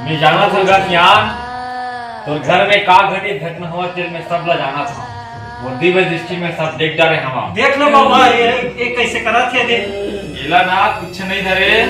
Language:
Chhattisgarhi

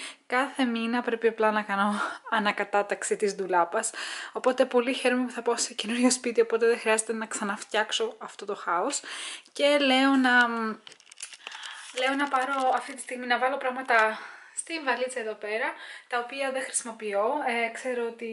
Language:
Greek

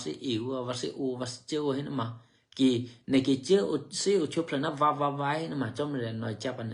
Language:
Eastern Kayah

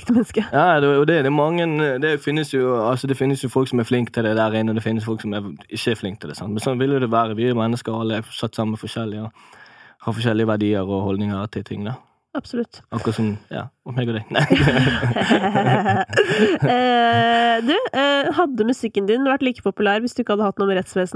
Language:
Norwegian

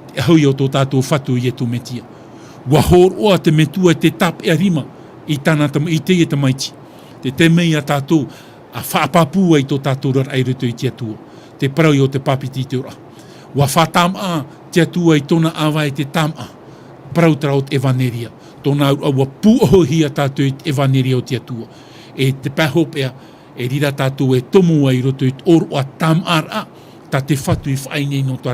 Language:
Tahitian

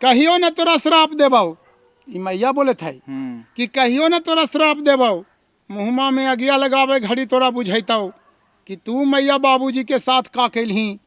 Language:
Magahi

